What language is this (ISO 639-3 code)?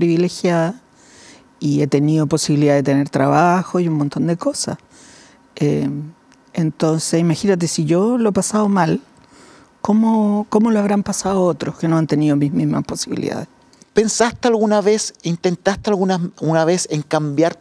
spa